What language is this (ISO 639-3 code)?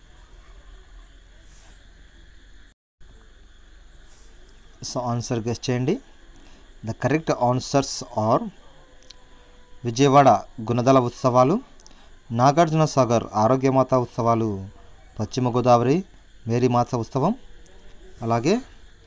tel